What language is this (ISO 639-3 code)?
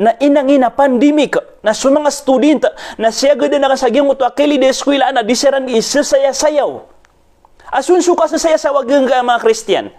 mrw